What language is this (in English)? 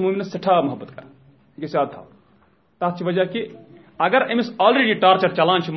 Kashmiri